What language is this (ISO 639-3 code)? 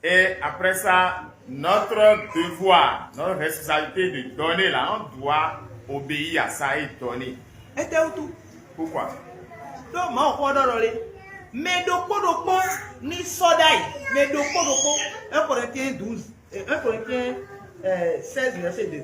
fon